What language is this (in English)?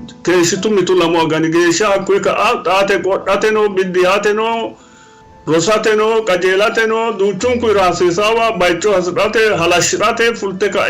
Sidamo